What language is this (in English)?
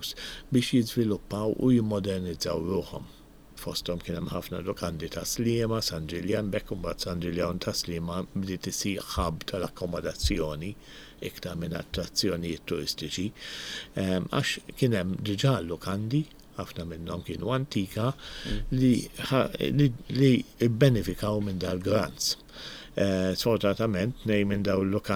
Maltese